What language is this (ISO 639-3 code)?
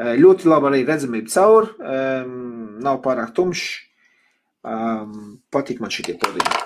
lav